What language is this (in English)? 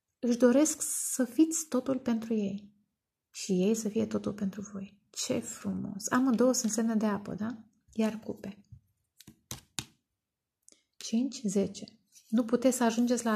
Romanian